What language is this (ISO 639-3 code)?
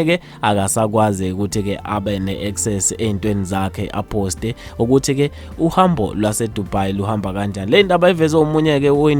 zul